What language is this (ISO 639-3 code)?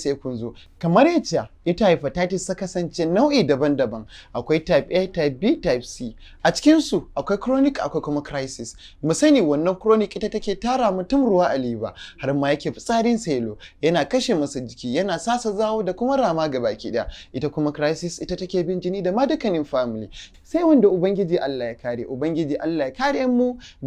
hau